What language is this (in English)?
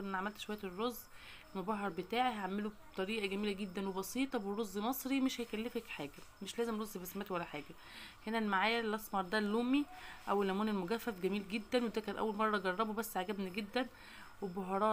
Egyptian Arabic